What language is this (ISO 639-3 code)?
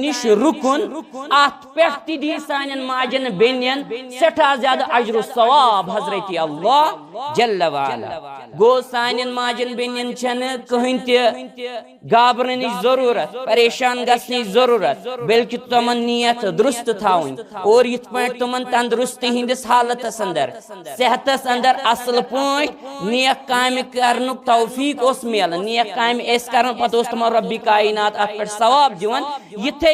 kas